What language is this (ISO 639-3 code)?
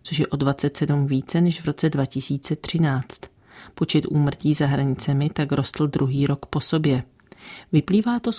ces